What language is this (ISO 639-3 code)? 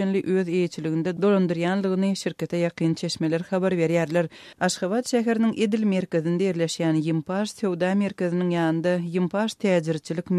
tuk